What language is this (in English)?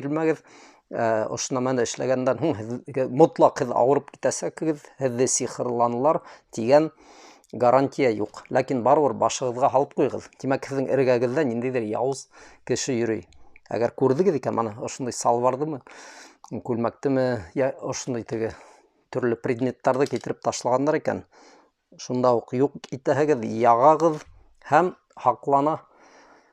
Bashkir